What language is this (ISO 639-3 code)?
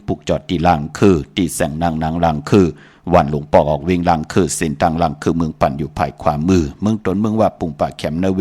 shn